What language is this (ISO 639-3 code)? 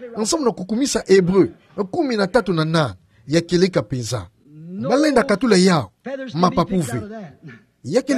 ktu